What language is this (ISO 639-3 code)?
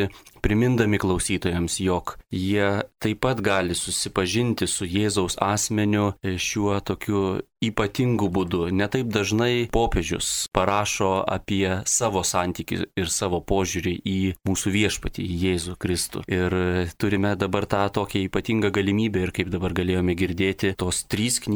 lit